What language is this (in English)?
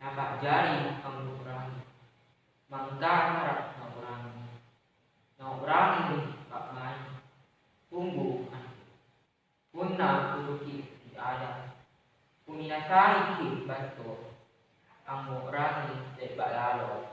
Makasar